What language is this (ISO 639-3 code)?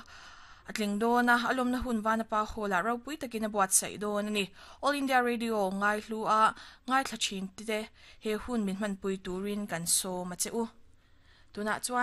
lus